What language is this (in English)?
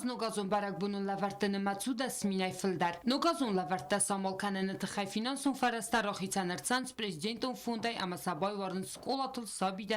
Ossetic